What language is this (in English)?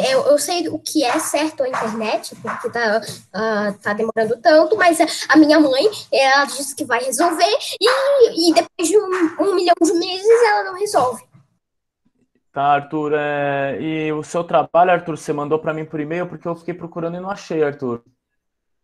Portuguese